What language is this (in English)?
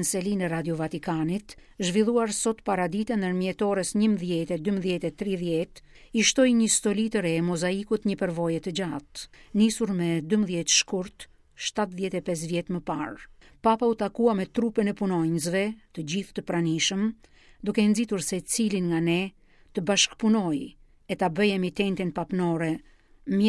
Albanian